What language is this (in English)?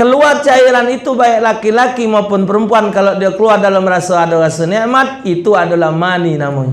Musi